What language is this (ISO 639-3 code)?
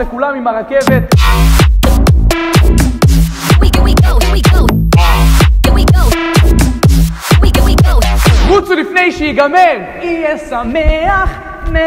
heb